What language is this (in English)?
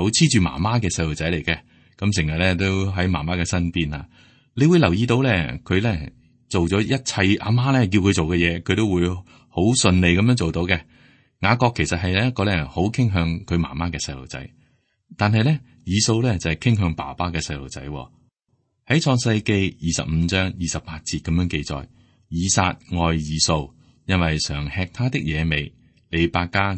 Cantonese